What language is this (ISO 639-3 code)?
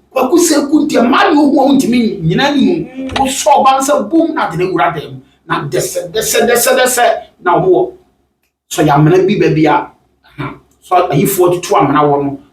aka